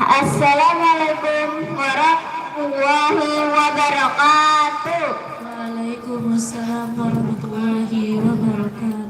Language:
Banjar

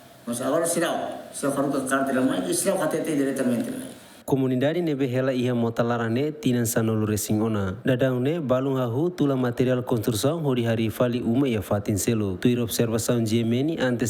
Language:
Tetum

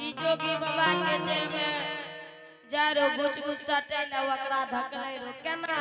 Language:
Angika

